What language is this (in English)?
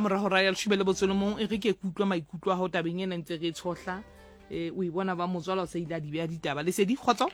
Southern Sotho